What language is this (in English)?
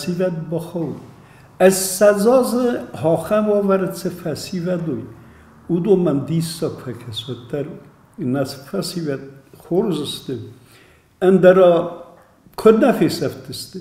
Ossetic